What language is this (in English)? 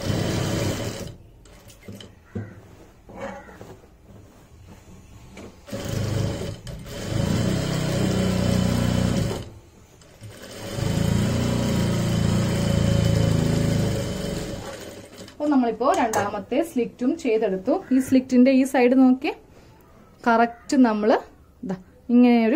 Malayalam